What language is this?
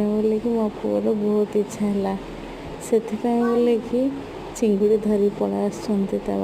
Odia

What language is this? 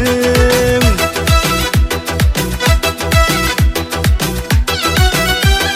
Kazakh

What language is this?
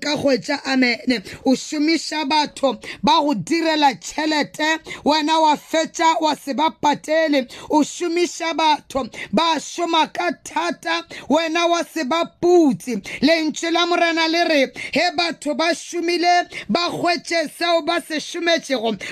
Northern Sotho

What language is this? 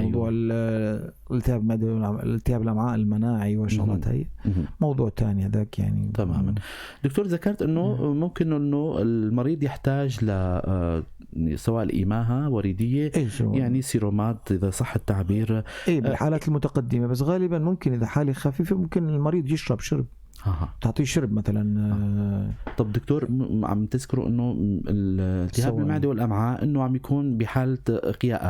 North Levantine Arabic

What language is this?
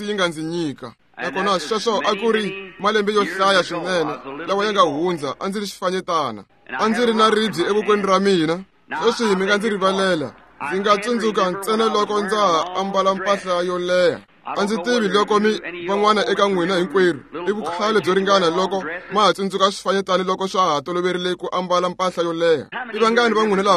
Tsonga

